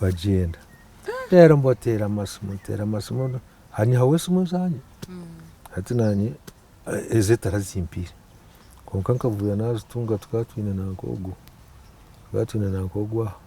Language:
Nyankole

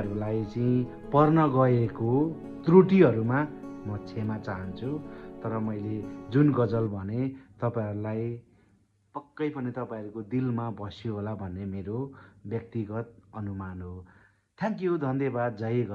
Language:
Nepali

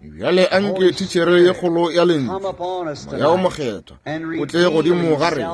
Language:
Northern Sotho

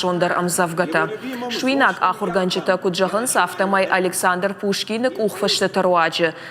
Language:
Ossetic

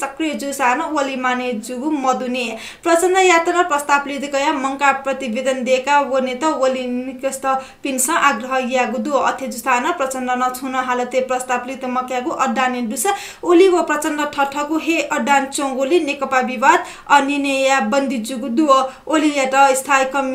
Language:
Newari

